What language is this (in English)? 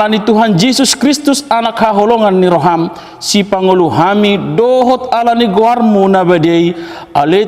Batak Toba